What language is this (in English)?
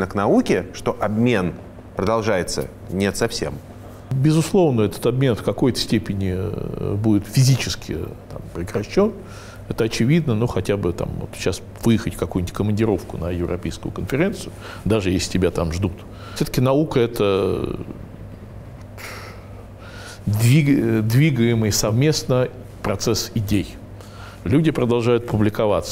Russian